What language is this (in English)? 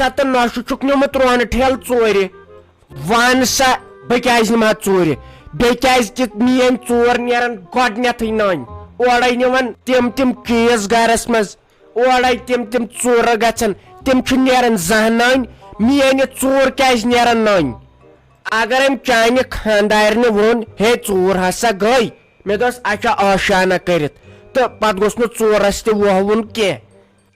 Kashmiri